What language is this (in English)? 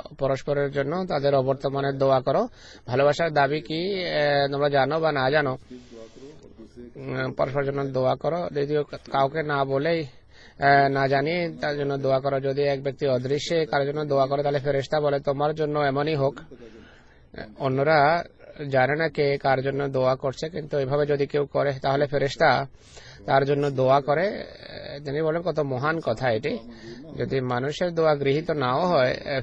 Bangla